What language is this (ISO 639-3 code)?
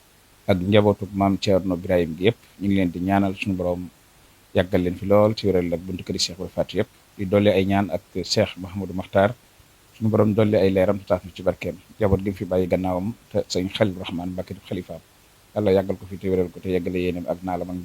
wol